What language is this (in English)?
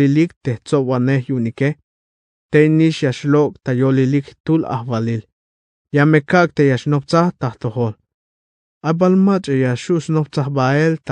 Tzeltal